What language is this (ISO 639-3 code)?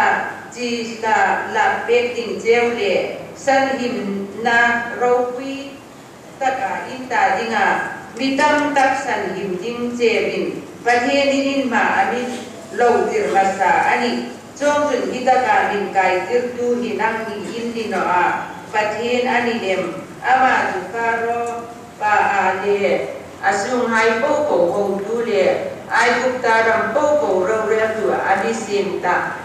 hmr